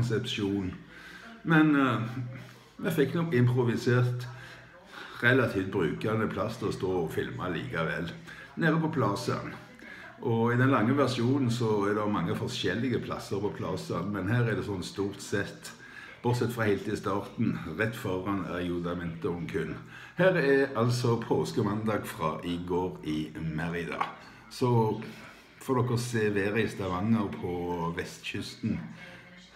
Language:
Norwegian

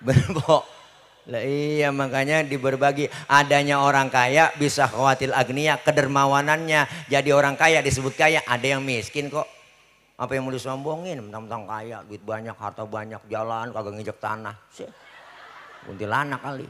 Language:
Betawi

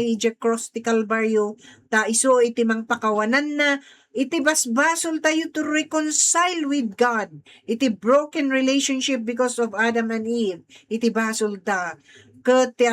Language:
Iloko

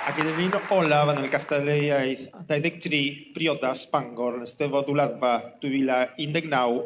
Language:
Welsh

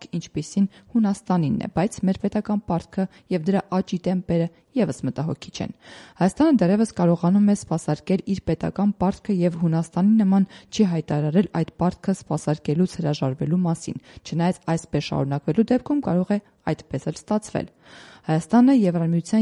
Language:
Armenian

